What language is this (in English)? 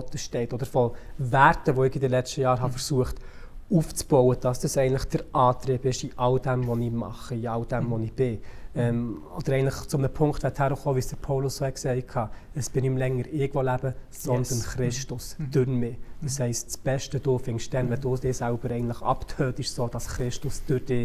Swiss German